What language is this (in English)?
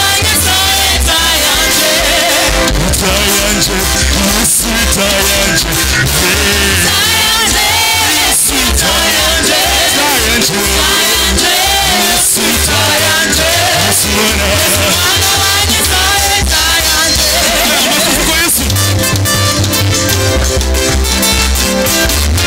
Swahili